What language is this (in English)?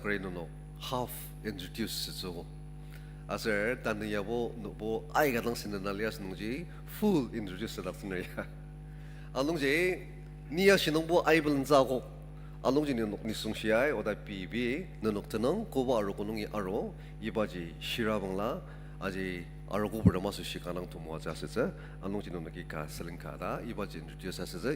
Ao Naga